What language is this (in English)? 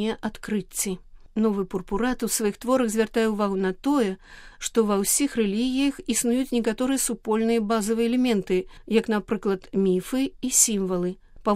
Belarusian